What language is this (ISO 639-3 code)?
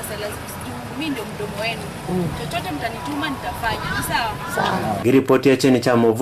kam